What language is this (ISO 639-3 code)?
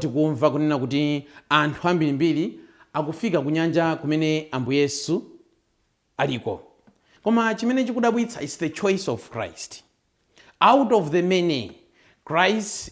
nya